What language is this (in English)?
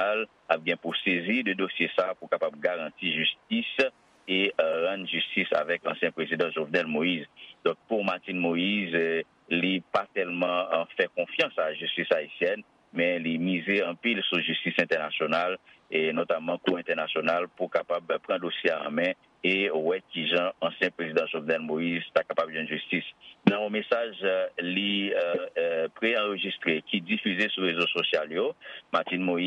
Haitian Creole